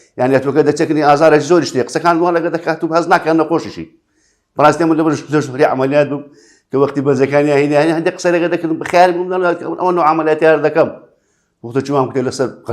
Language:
Central Kurdish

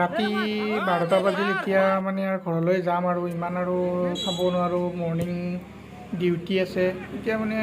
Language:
Assamese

